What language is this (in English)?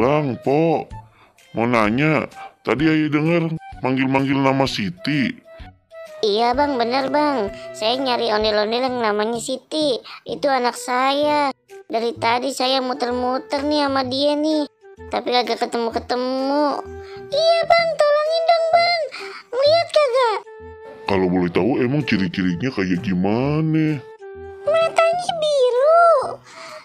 Betawi